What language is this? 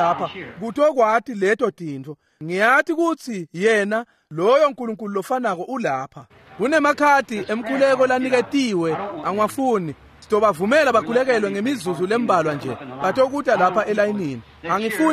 Swati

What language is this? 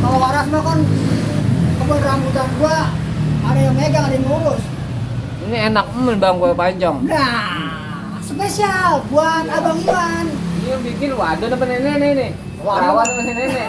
Betawi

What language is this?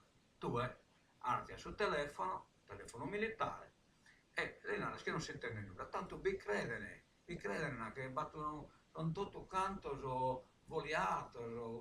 Sardinian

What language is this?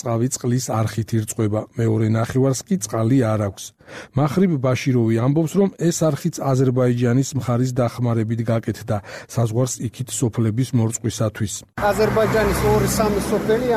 Georgian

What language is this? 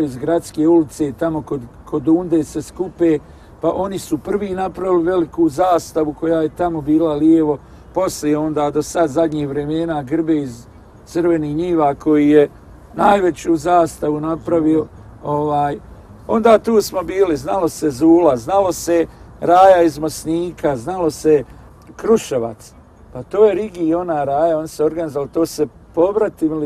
Bosnian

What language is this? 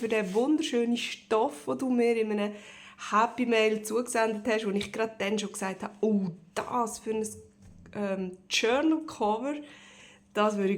Swiss German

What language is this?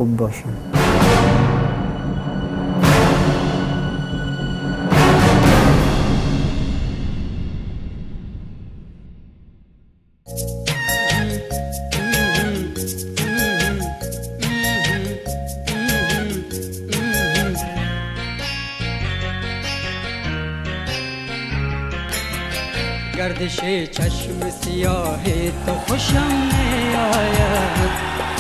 Persian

